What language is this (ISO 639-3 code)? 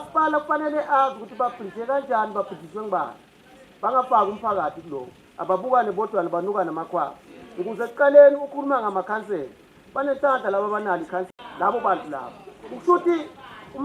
zul